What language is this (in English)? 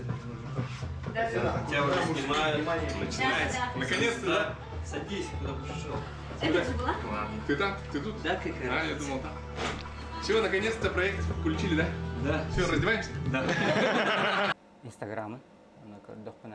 Yakut